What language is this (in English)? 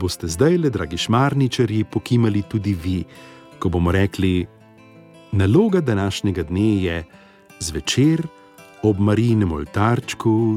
Slovenian